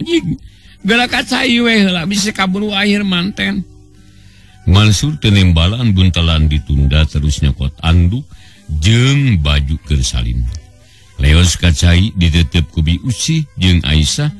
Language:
Sundanese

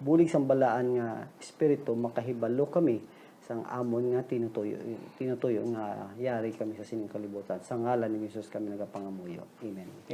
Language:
Hiligaynon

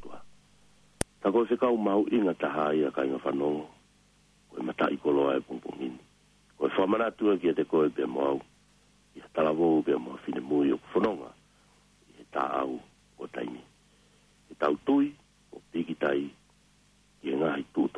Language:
Tongan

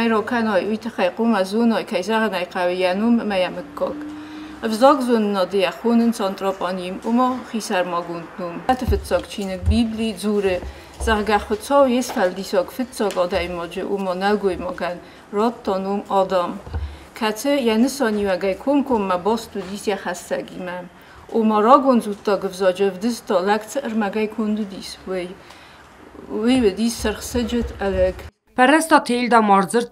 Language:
Ossetic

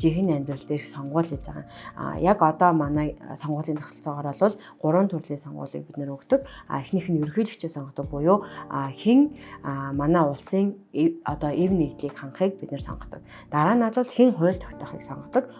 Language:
Mongolian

